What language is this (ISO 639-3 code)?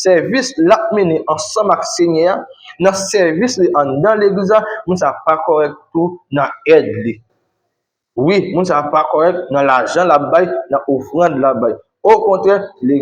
hat